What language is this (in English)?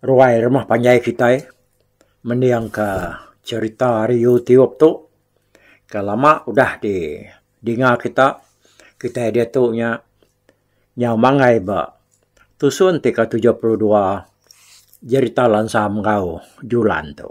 Iban